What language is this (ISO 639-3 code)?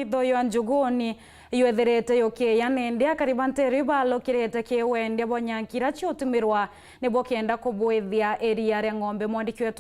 mer